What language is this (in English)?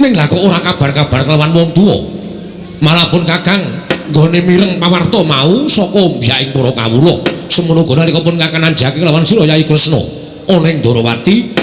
Javanese